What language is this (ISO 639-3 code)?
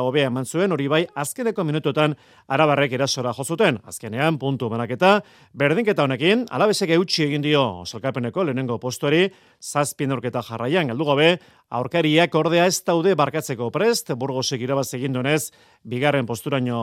eus